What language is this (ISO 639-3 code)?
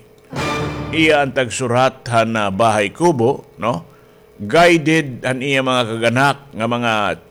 war